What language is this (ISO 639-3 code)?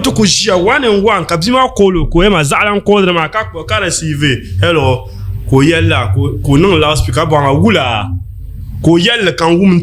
dag